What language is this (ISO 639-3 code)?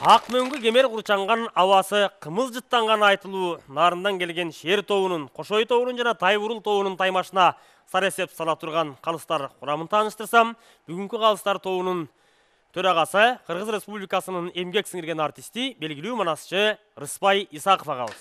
kir